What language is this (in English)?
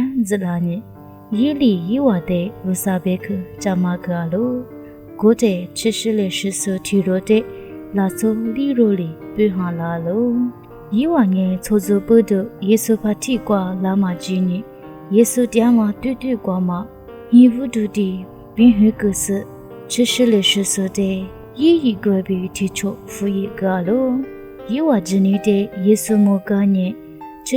Lisu